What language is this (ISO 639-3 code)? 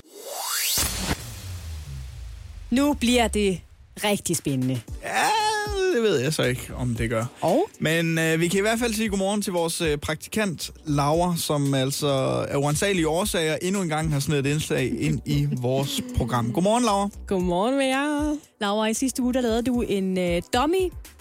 dan